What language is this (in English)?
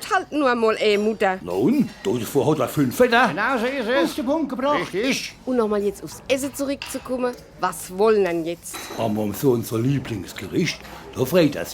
Palatine German